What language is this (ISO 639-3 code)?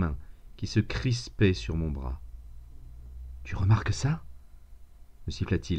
fra